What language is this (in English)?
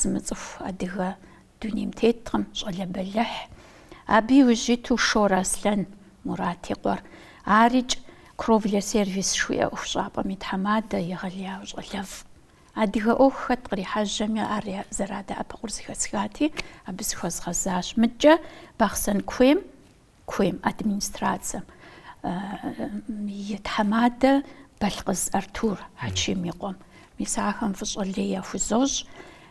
Kabardian